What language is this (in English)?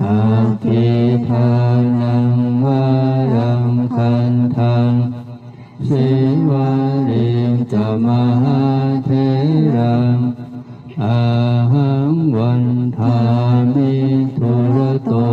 Pali